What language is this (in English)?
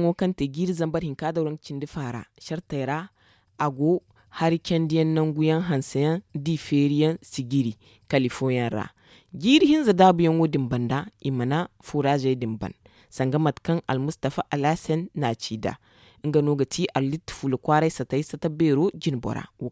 Zarma